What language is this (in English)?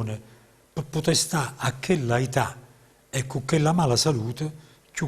Neapolitan